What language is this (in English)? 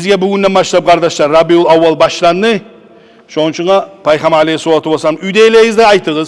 Kumyk